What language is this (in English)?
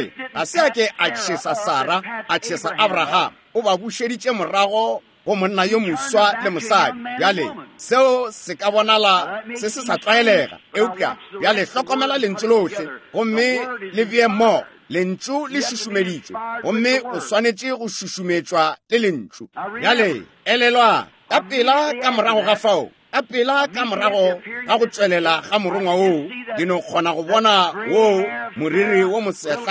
Northern Sotho